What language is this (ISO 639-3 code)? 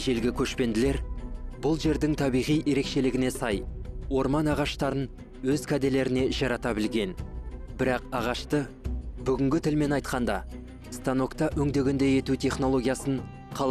kaz